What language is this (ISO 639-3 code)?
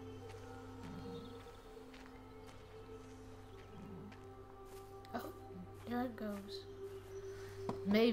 eng